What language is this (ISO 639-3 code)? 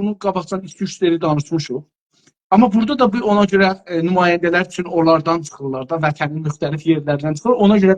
azb